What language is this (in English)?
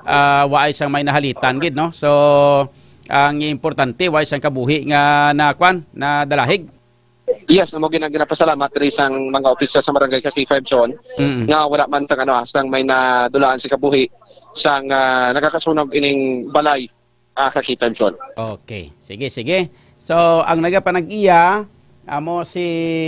Hiligaynon